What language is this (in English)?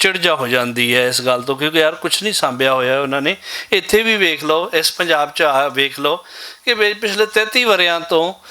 Western Panjabi